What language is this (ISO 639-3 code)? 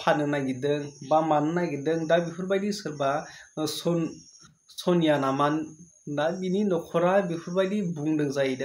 brx